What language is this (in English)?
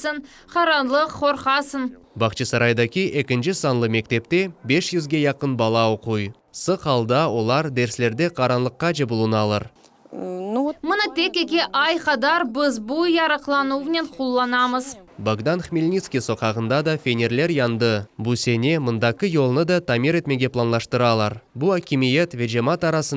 Crimean Tatar